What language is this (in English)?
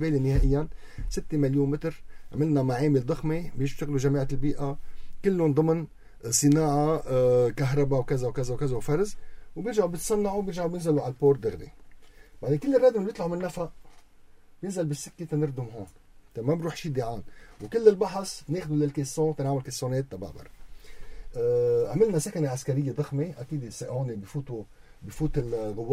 North Levantine Arabic